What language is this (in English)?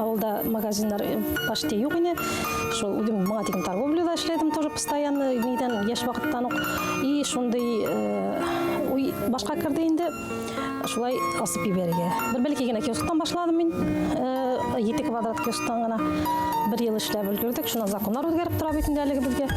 Bashkir